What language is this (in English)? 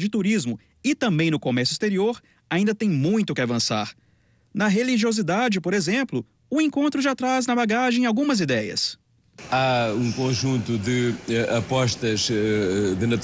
Portuguese